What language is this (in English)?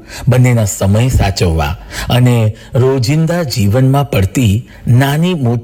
Gujarati